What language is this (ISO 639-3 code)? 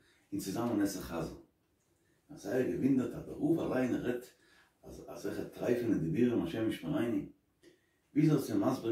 yid